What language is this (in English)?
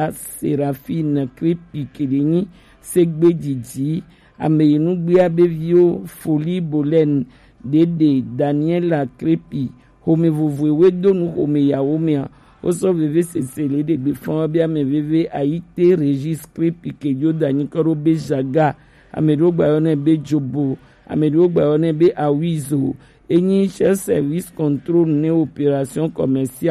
Gen